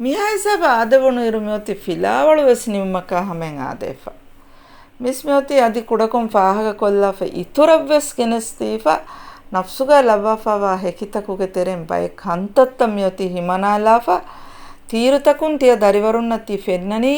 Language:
Divehi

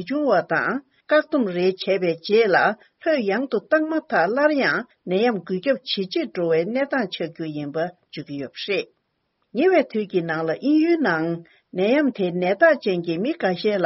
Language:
Tibetan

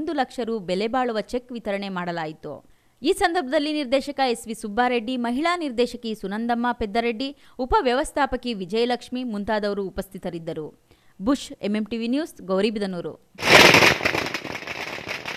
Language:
Kannada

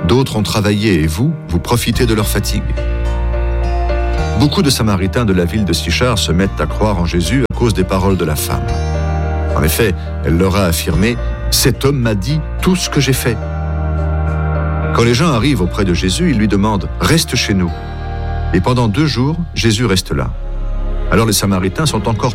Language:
French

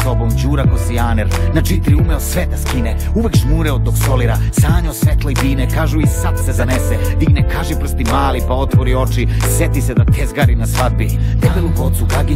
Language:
Serbian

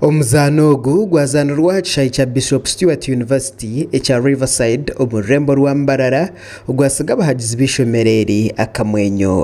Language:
Nyankole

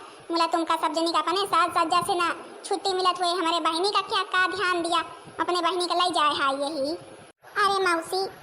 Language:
Awadhi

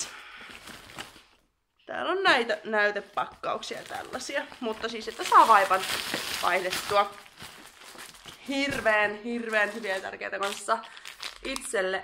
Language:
Finnish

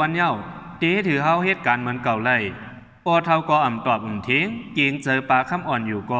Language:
Shan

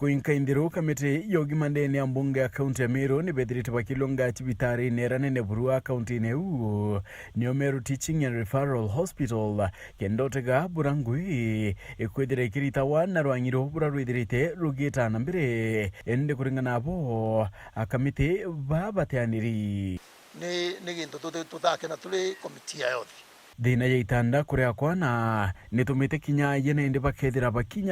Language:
Meru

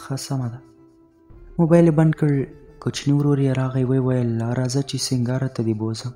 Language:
Pashto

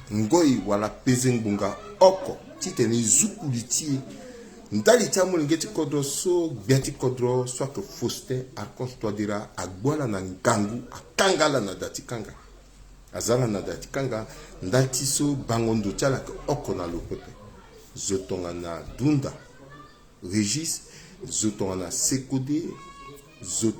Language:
Sango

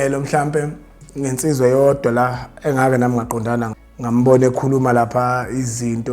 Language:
Zulu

